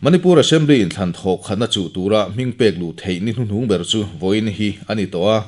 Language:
Mizo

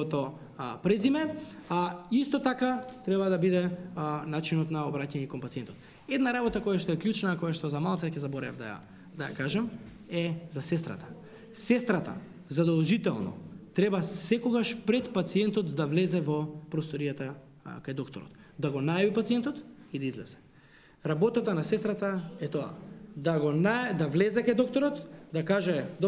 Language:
Macedonian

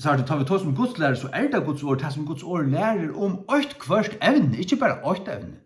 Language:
Faroese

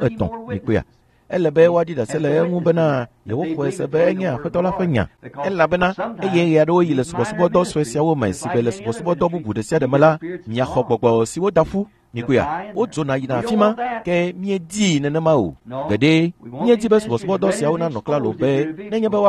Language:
Ewe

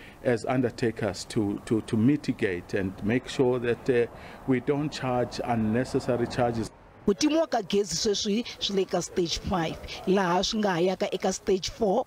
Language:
Tsonga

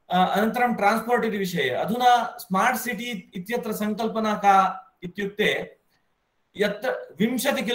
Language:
Sanskrit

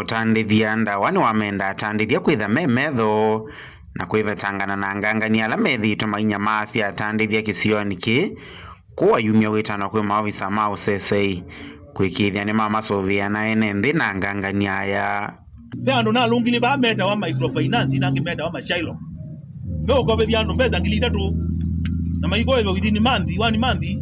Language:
Kamba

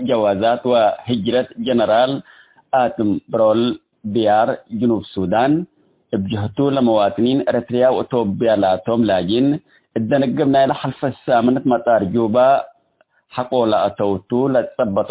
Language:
Tigre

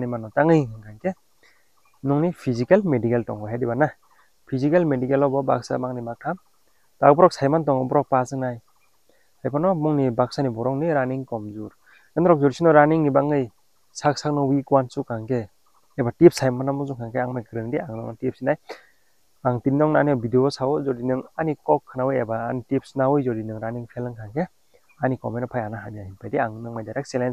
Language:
Kok Borok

